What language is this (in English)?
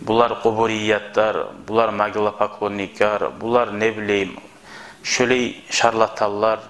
Kumyk